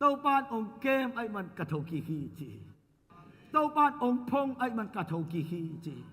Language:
Tedim Chin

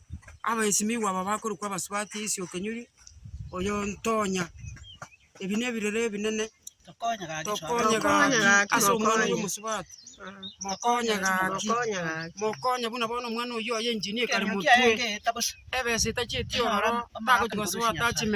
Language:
Gusii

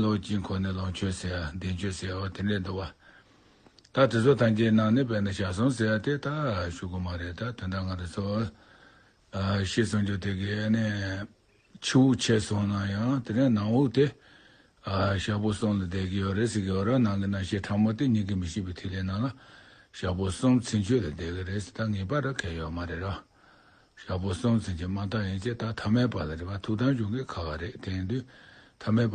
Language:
Tibetan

